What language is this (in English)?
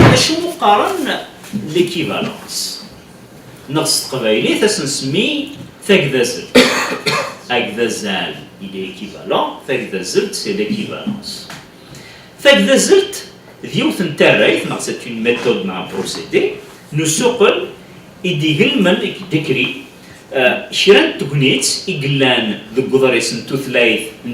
Kabyle